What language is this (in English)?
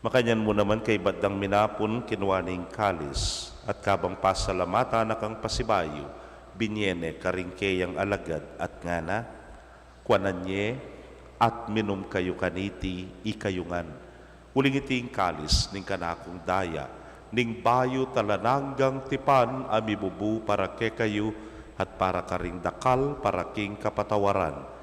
Pampanga